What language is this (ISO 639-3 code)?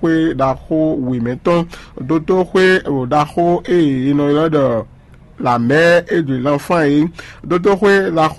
fon